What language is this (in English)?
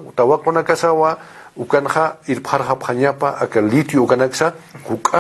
Aymara